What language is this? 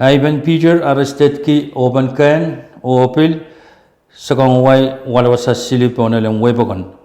Pohnpeian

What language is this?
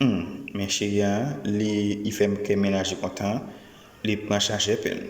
Haitian Creole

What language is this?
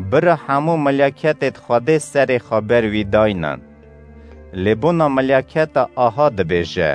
Kurdish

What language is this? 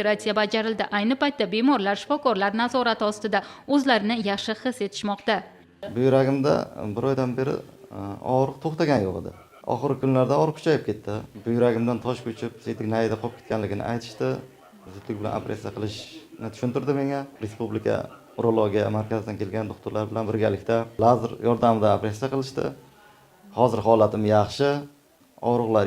Uzbek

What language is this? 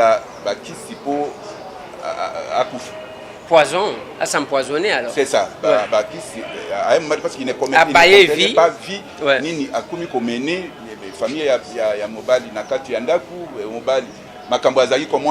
Lingala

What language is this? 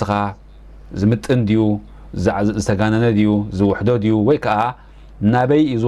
Tigrinya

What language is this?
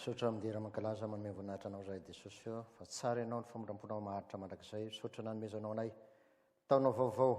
Malagasy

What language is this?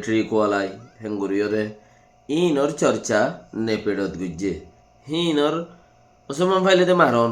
Rohingya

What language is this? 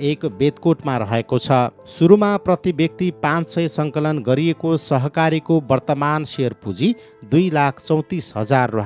Nepali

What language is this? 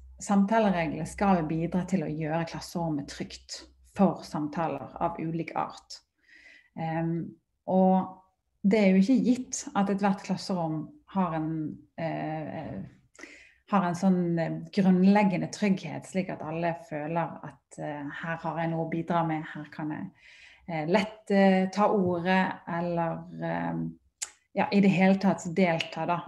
Norwegian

